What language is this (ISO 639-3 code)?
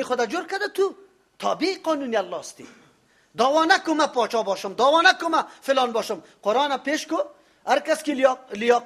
fas